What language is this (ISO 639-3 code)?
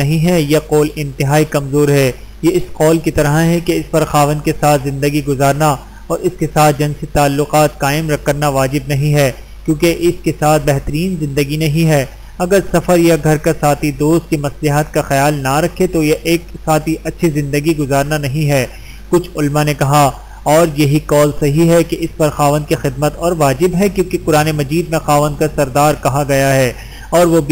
urd